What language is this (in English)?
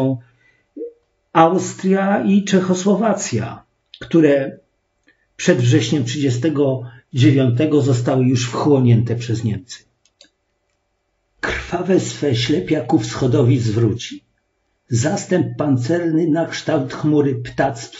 Polish